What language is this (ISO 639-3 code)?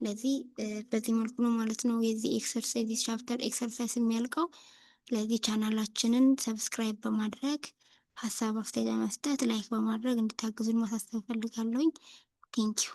amh